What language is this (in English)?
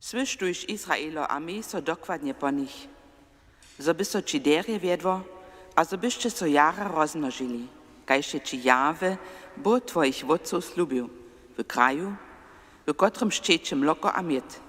Upper Sorbian